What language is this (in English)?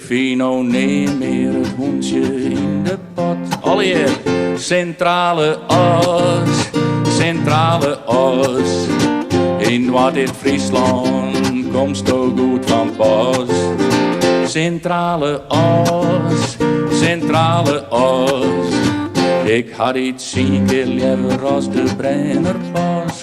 Western Frisian